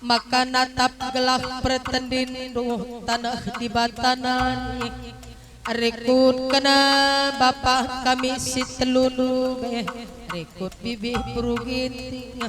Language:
Batak Karo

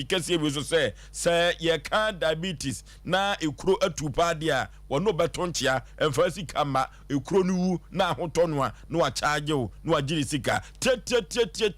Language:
Akan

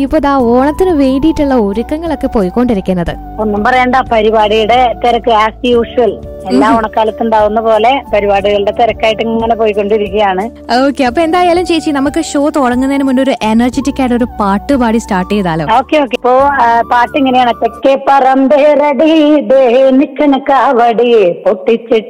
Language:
Malayalam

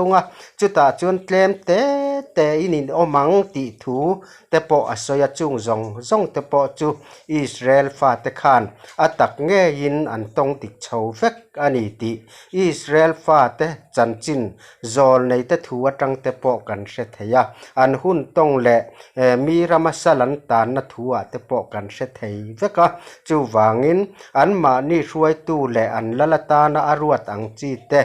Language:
Mizo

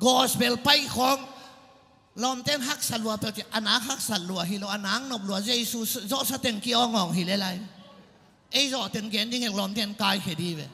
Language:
Tedim Chin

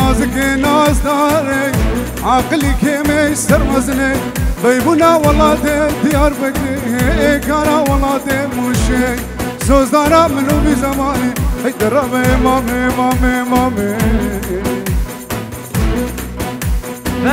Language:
Kurdish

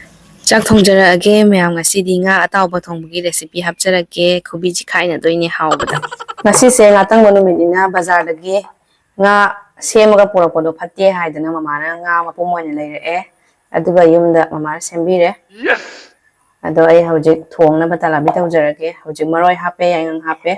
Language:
Manipuri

